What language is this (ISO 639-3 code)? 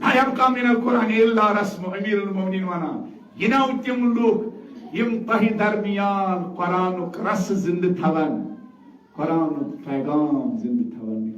kas